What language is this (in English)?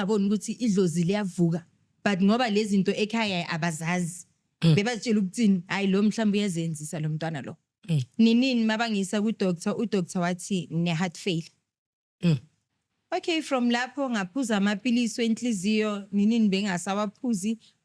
Zulu